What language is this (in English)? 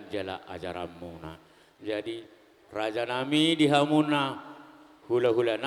Batak Toba